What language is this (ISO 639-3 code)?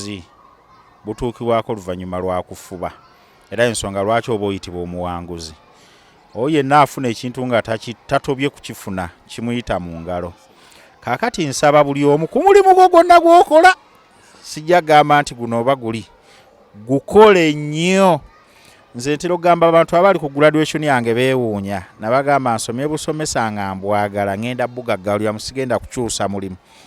lug